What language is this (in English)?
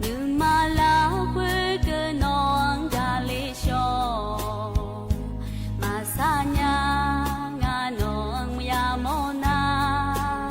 Akha